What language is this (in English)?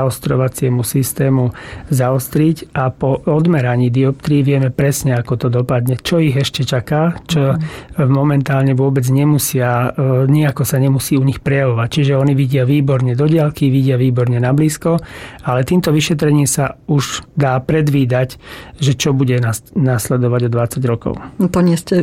Slovak